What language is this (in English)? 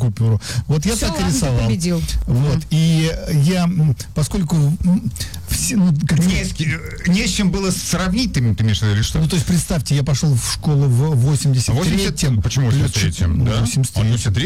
Russian